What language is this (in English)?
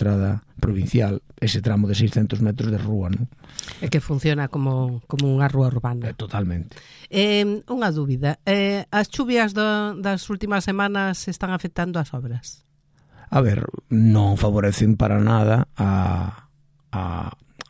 Galician